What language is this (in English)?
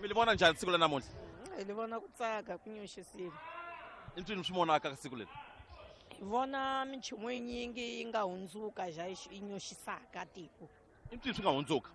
Tsonga